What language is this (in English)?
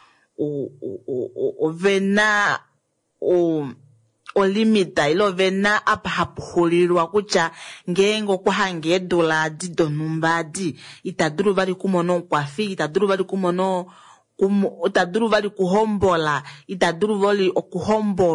Kuanyama